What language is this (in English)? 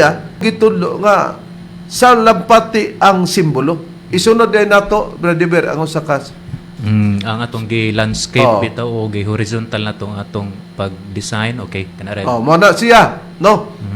Cebuano